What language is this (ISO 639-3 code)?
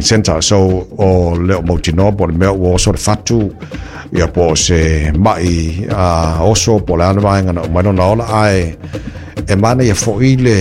smo